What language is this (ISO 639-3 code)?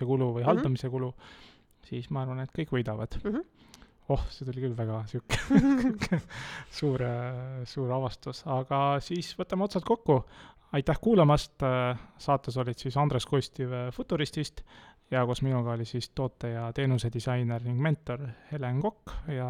est